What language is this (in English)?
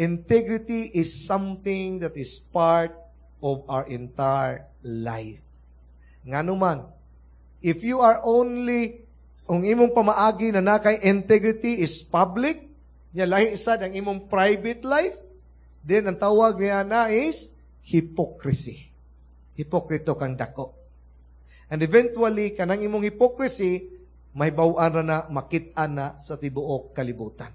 Cebuano